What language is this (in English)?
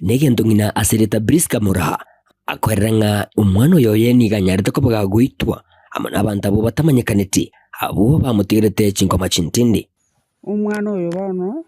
Gusii